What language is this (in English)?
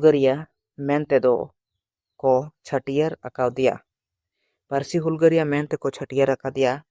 Santali